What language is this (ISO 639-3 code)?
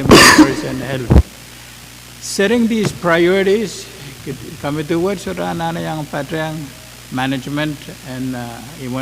pon